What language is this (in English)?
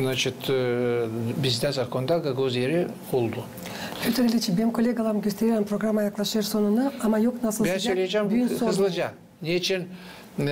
Gagauz